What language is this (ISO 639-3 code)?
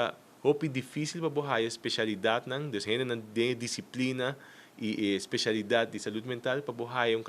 pap